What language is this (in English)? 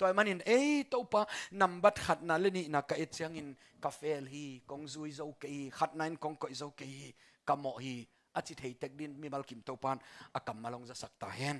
Tedim Chin